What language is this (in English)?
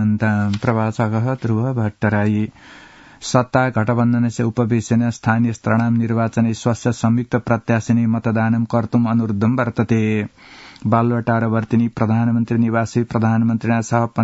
Sanskrit